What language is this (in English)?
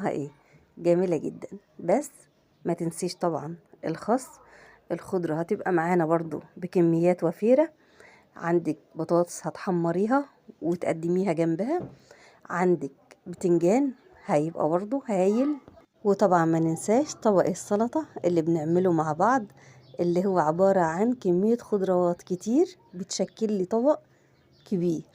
Egyptian Arabic